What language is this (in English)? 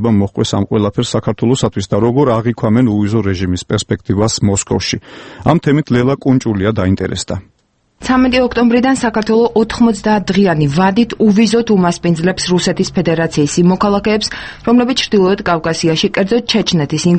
Georgian